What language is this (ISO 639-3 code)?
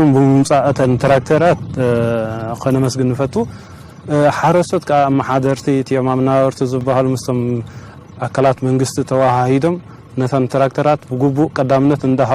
tir